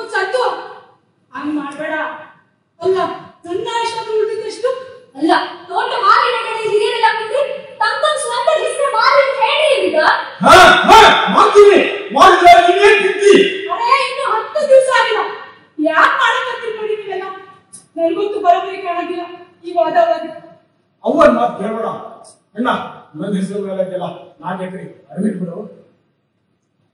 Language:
Kannada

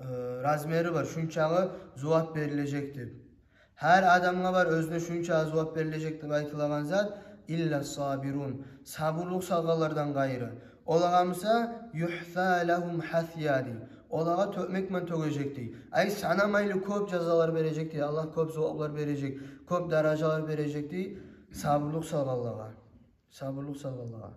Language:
Kumyk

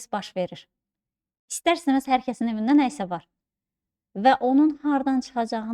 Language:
Azerbaijani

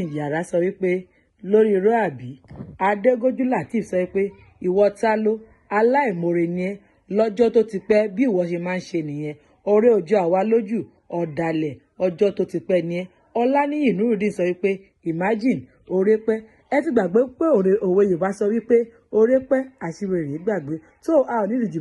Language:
Yoruba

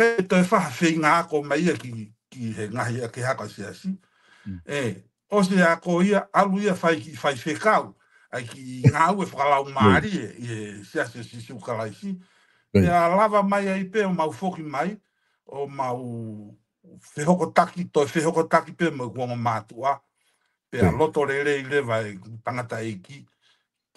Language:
Tongan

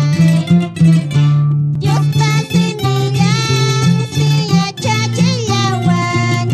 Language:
Quechua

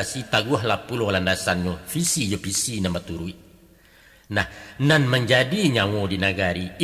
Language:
Minangkabau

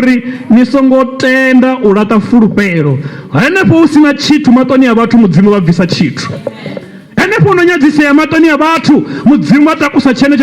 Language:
Venda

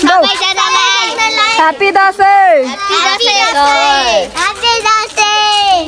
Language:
Nepali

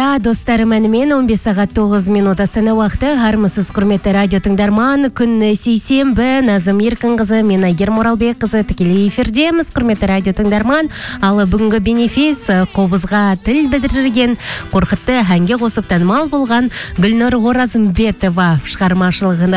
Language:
Kazakh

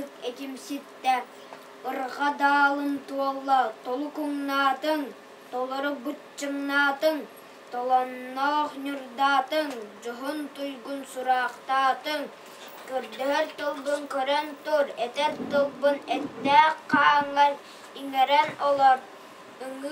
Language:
Yakut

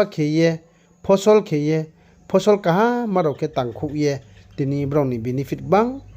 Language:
Riang (India)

